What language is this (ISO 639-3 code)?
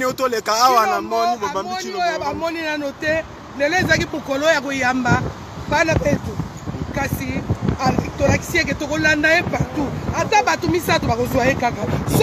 lin